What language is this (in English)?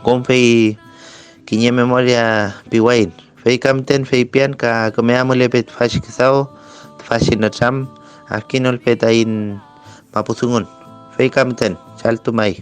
Mapuche